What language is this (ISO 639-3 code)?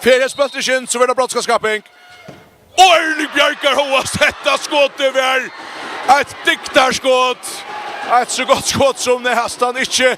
fao